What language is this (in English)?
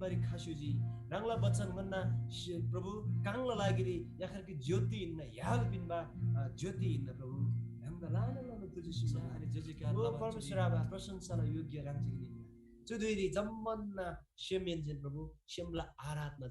Eastern Tamang